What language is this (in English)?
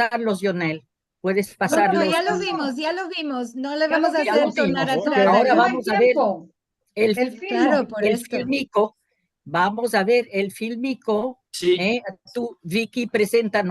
Ladino